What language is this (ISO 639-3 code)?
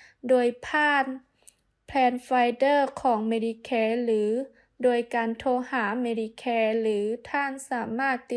lao